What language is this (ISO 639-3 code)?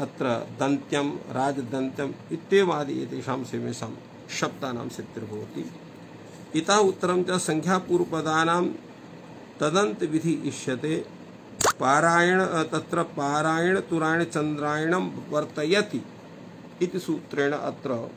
san